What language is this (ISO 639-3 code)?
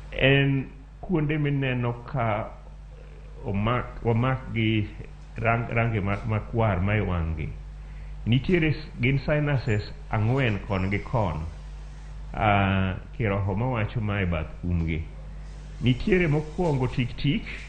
luo